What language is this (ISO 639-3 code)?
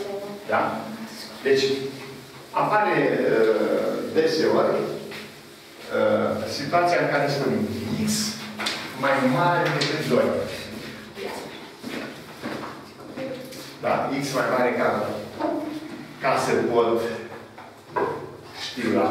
ron